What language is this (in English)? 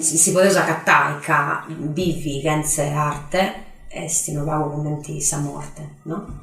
Sardinian